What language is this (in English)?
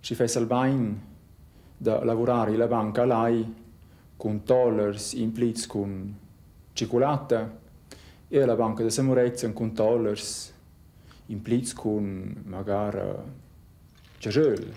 Romansh